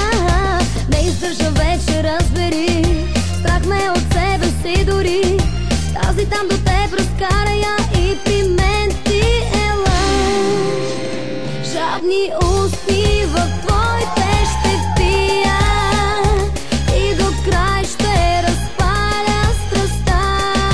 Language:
Bulgarian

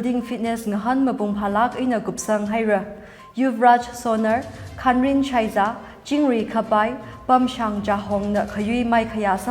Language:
Tangkhul Naga (India)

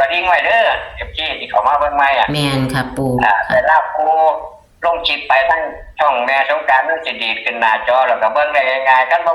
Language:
Northeastern Thai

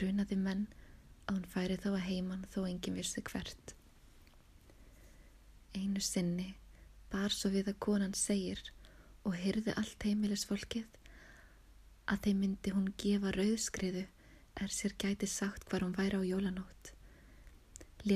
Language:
Icelandic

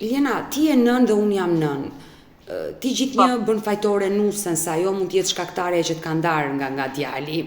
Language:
Albanian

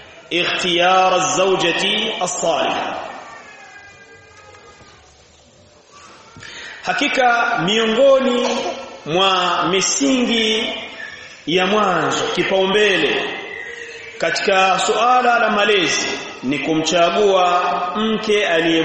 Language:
Swahili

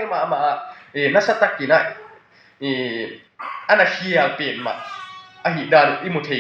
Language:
Tedim Chin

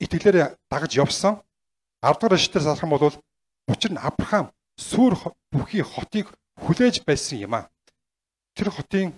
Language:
Mongolian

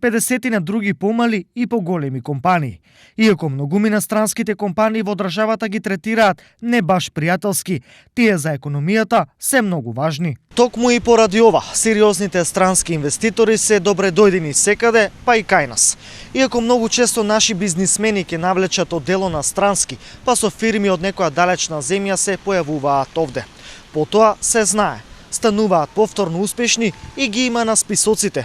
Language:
Macedonian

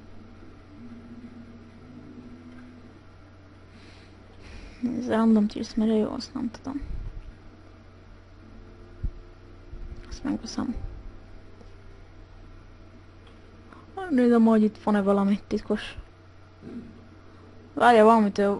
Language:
Hungarian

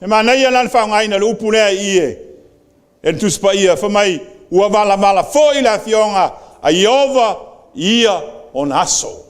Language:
Samoan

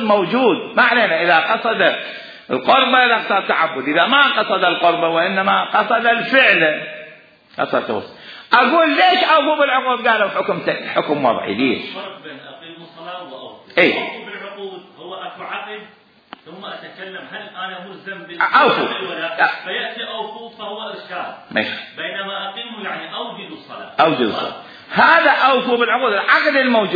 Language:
Mesopotamian Arabic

